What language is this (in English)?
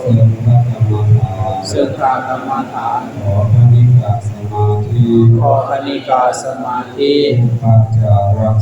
Pali